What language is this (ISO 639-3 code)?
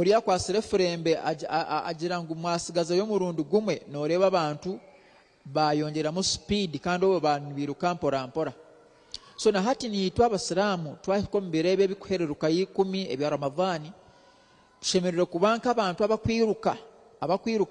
nyn